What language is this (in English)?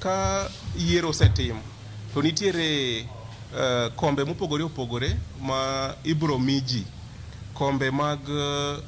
Luo (Kenya and Tanzania)